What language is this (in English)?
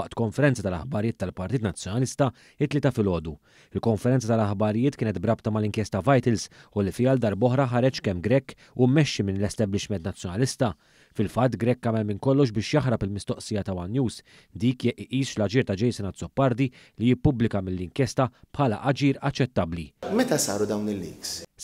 Maltese